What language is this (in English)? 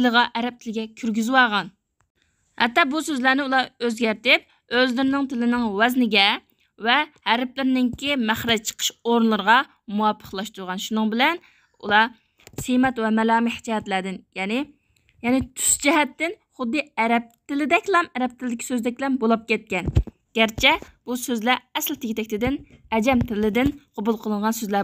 Uyghur